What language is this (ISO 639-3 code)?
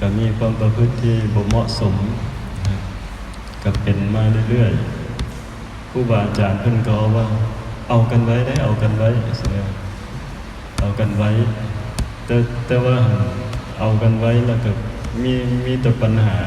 lao